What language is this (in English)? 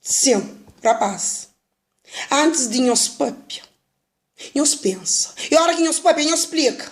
Kabuverdianu